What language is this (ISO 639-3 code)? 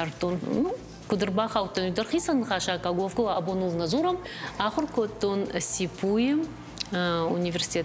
oss